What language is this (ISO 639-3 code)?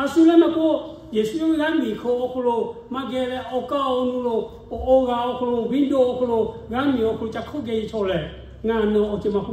lhu